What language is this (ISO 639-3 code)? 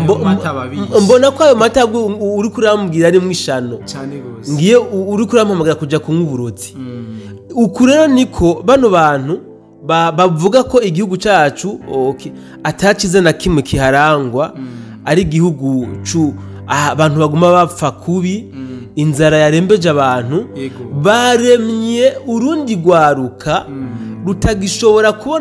run